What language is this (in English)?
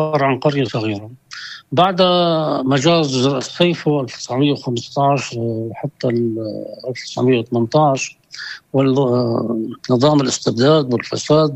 North Levantine Arabic